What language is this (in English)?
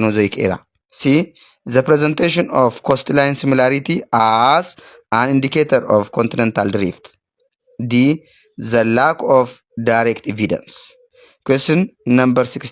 English